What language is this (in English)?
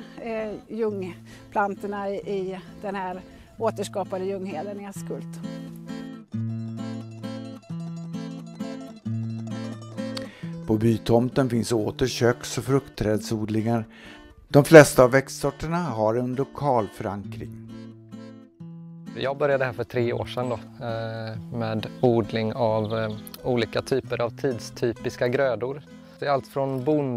Swedish